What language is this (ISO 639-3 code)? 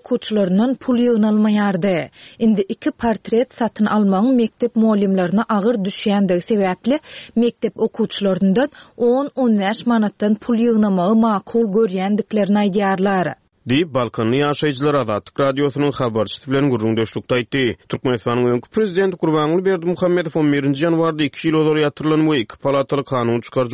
tuk